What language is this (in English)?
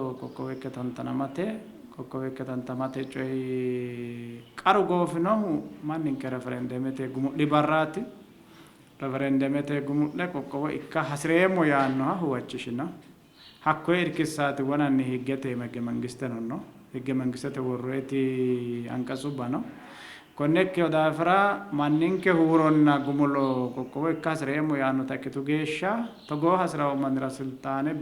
Sidamo